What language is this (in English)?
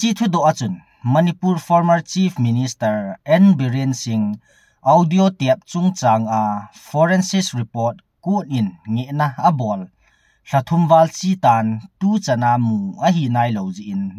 Thado Chin